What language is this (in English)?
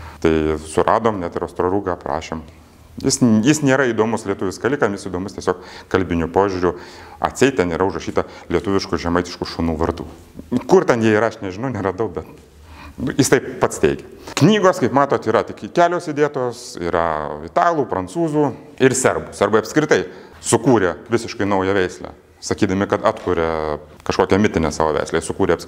Lithuanian